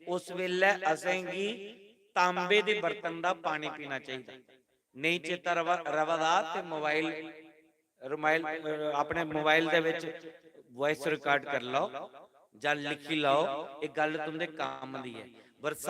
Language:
Dogri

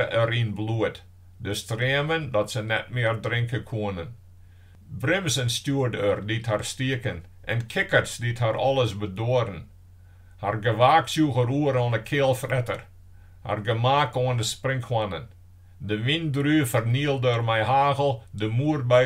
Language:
Western Frisian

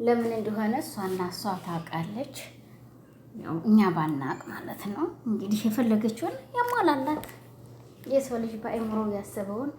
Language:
Amharic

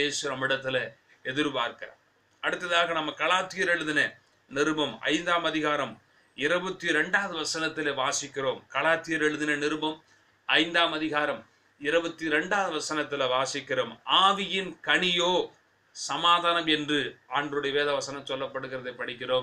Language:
Tamil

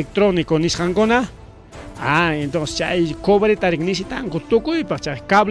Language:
Ayacucho Quechua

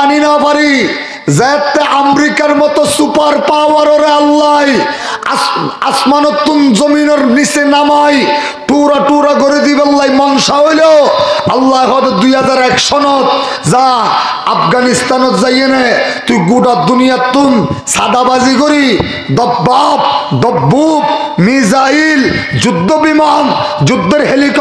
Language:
Rohingya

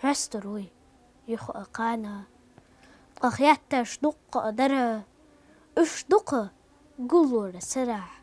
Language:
Chechen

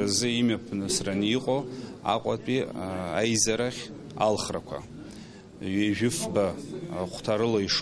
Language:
Abkhazian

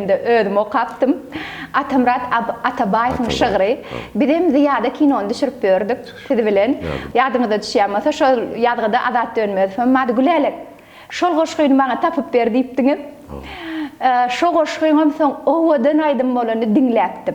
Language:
Turkmen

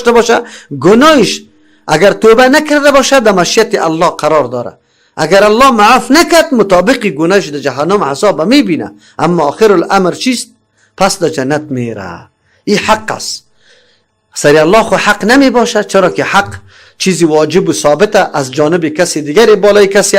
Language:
Persian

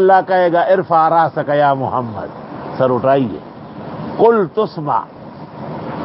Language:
Urdu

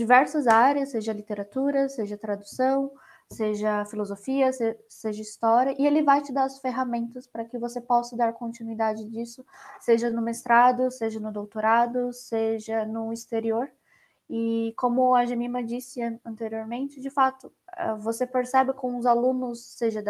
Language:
Portuguese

